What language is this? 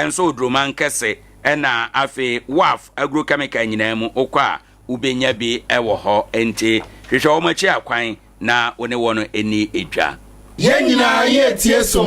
Akan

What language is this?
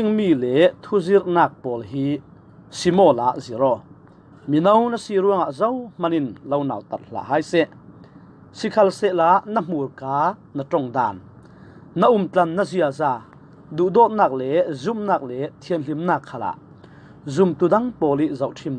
Falam Chin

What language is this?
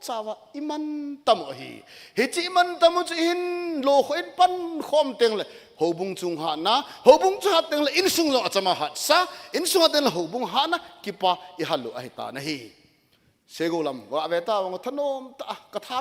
Thado Chin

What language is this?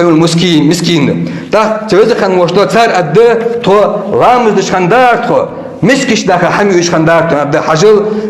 Ingush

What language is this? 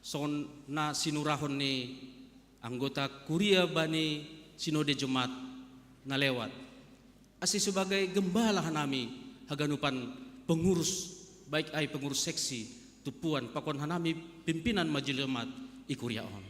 Batak Simalungun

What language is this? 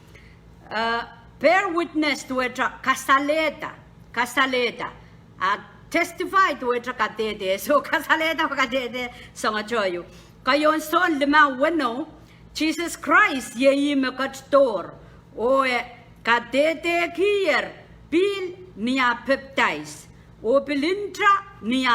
Pohnpeian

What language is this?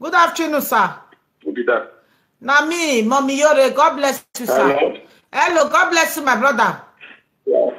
Nigerian Pidgin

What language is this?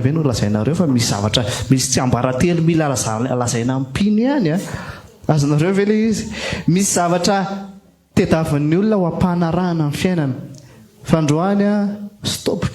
Malagasy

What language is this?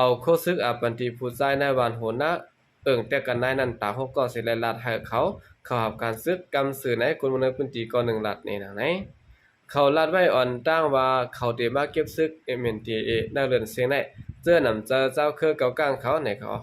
Shan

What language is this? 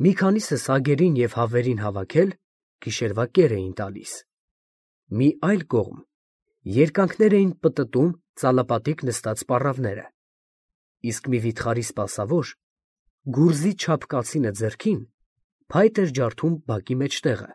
Armenian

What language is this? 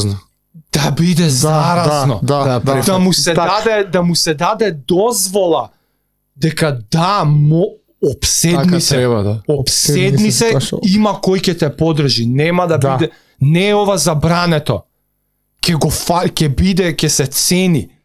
Macedonian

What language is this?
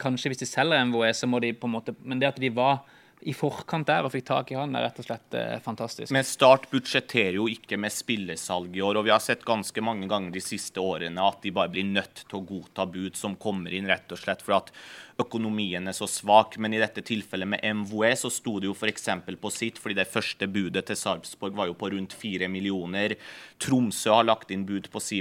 Norwegian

